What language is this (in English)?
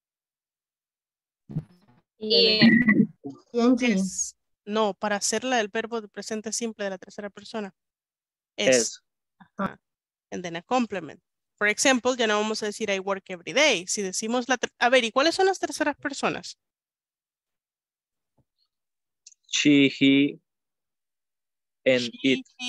Spanish